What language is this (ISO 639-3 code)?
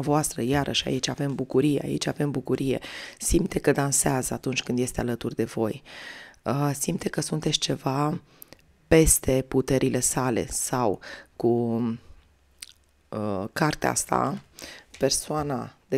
ron